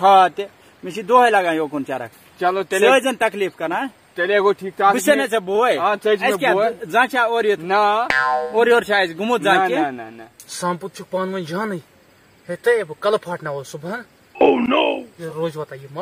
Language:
Kashmiri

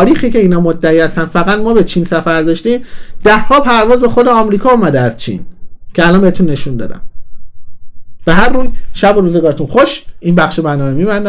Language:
Persian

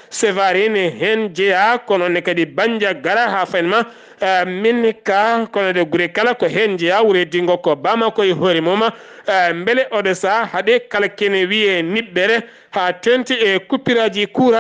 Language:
Fula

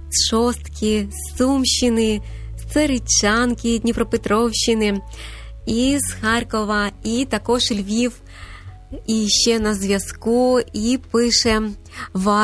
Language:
Ukrainian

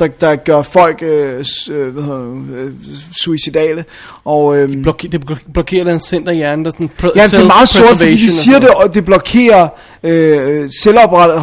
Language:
Danish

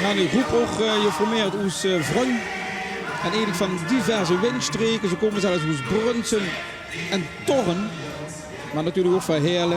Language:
Limburgish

